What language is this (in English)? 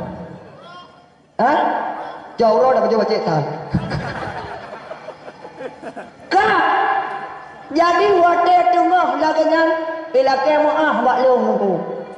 Achinese